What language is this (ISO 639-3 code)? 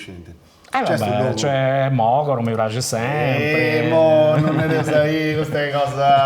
srd